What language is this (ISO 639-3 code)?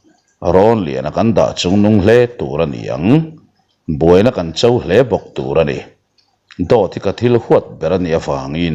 lus